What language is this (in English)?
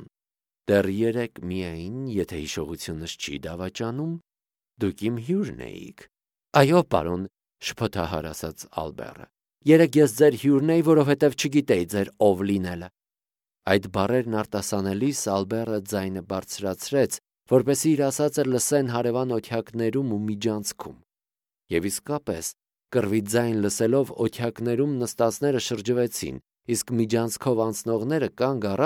Armenian